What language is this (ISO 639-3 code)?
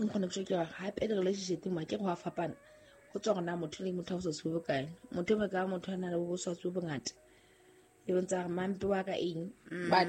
sot